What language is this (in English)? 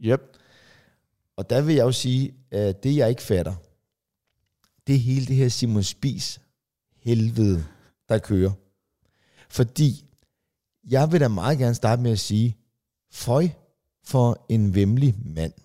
Danish